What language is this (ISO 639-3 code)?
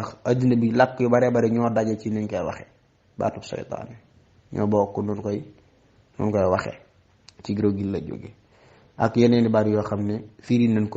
wol